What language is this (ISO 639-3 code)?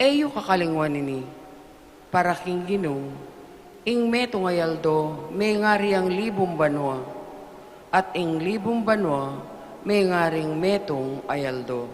pam